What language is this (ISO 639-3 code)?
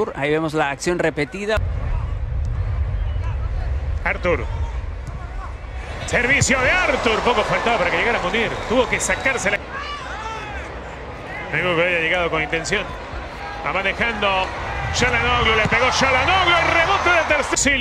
spa